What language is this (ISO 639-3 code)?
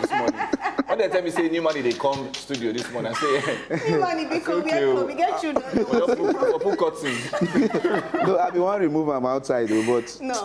pcm